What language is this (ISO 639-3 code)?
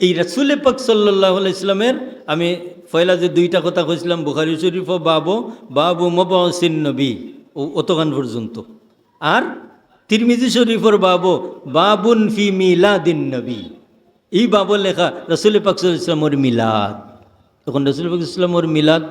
syl